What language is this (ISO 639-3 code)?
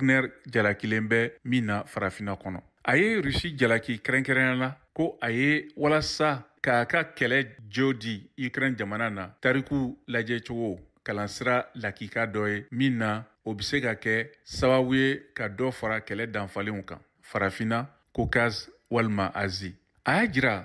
bam